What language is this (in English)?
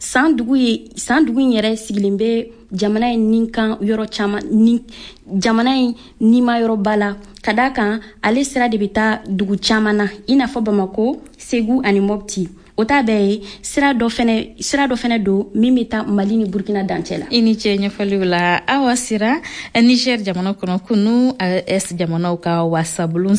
Bambara